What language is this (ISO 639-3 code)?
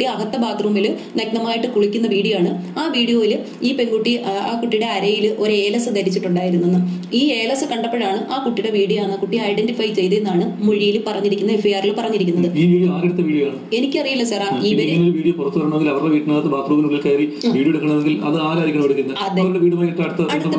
mal